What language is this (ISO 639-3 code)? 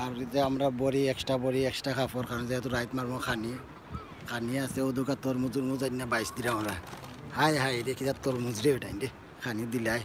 syl